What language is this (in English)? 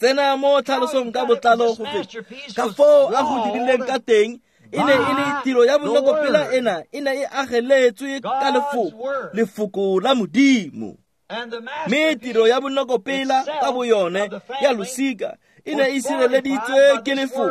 Tswana